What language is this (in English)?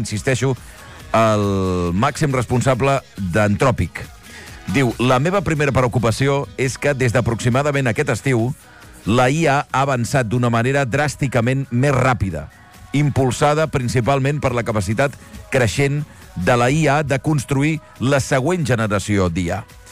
Catalan